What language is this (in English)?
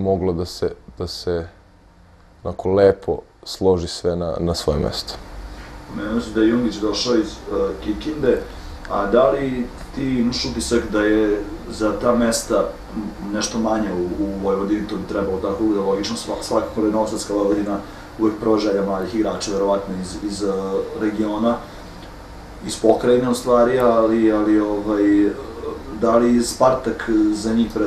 Serbian